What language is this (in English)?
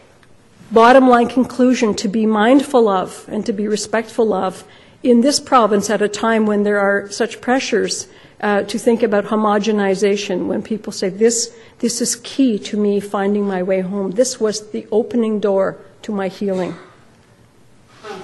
English